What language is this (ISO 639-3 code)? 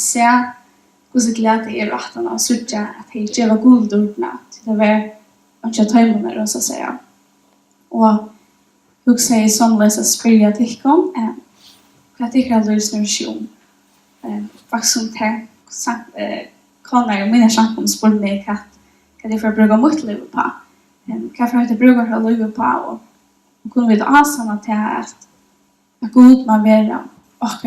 fao